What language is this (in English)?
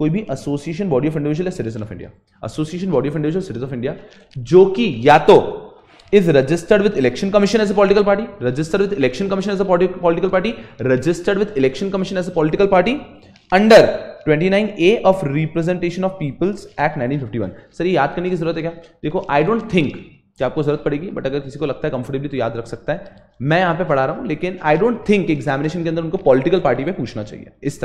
Hindi